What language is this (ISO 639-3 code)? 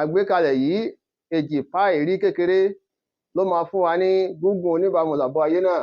yor